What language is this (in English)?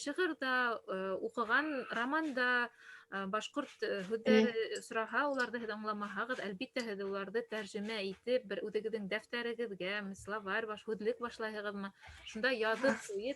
Bashkir